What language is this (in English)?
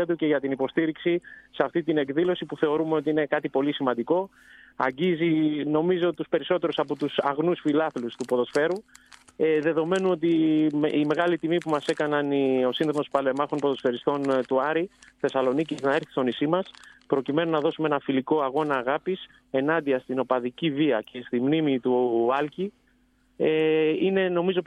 Greek